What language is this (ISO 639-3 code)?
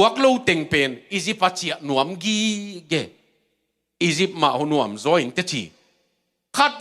ctd